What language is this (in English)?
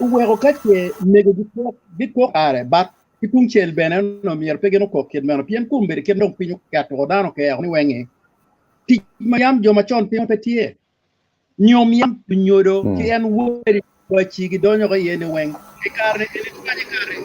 Acoli